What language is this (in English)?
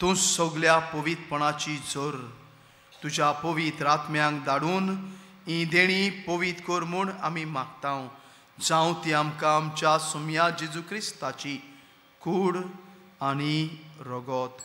Konkani